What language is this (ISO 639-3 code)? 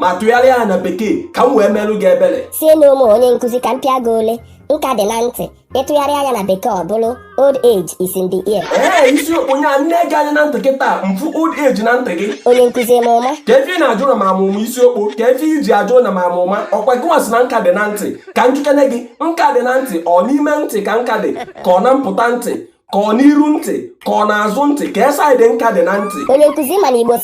ibo